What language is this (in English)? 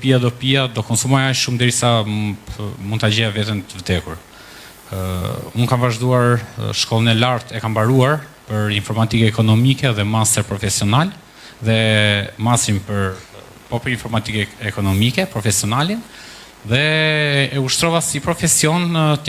Albanian